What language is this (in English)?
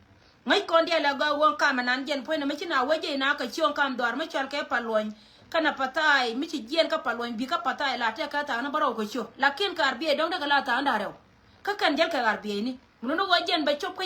Nuer